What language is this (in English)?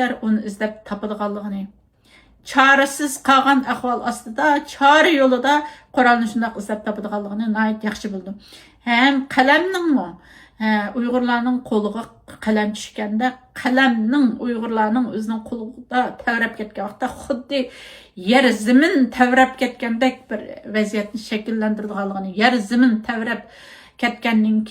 Uyghur